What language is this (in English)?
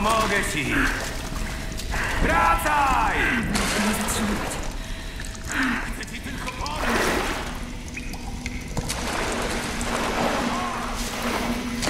Polish